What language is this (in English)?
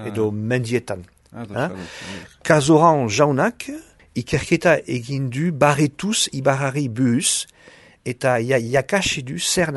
Basque